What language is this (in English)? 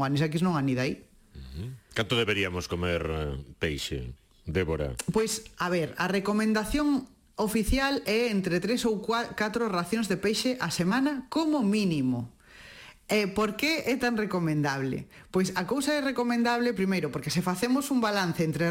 Galician